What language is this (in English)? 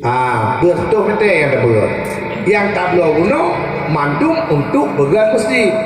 Achinese